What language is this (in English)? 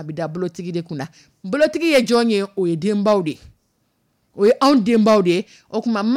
Dyula